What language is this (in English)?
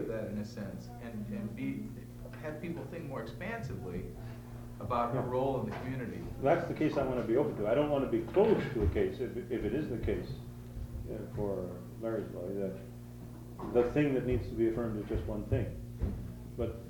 English